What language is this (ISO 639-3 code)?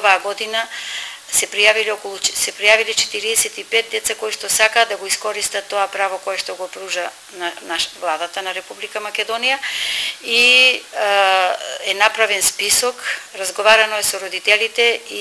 mkd